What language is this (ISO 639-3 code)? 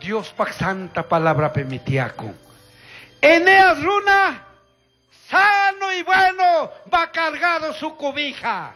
qug